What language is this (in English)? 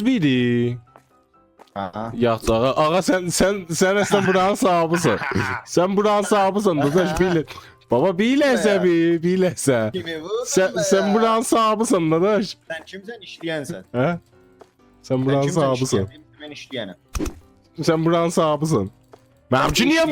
South Azerbaijani